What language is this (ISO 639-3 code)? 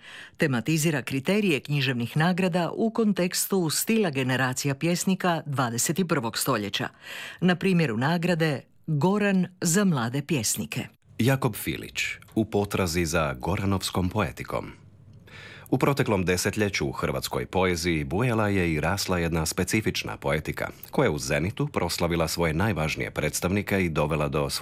hrv